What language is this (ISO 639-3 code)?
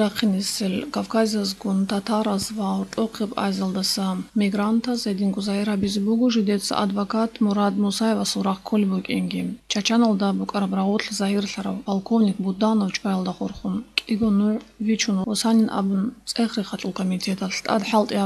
ava